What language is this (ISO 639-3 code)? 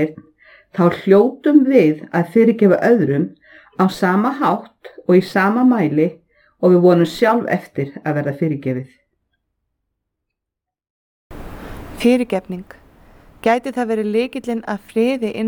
isl